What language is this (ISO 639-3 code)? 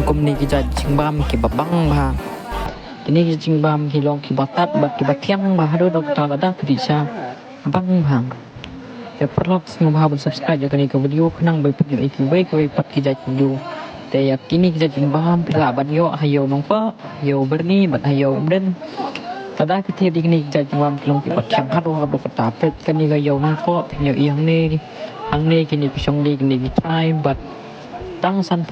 kha